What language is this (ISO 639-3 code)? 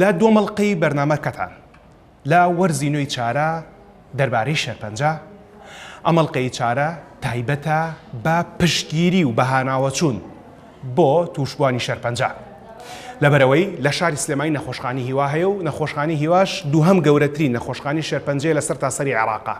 ckb